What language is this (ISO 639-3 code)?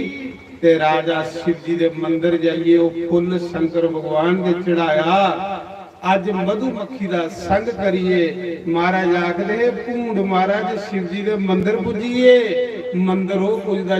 doi